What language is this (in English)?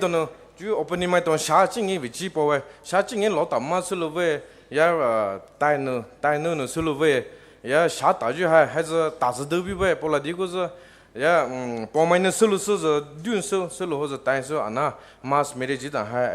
Poumei Naga